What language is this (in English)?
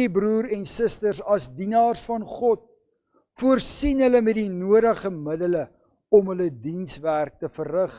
Afrikaans